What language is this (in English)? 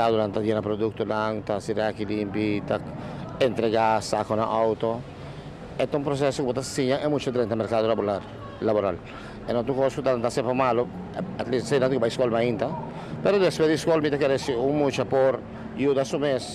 Papiamento